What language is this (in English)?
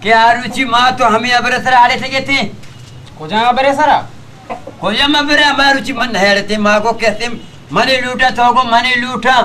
Baluchi